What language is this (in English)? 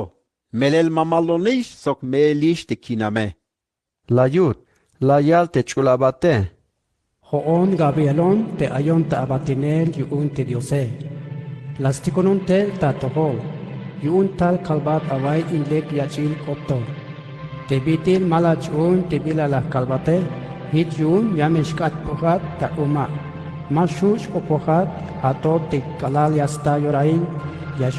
Tzeltal